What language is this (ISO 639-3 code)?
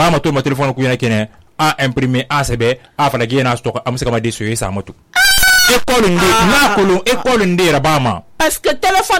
sus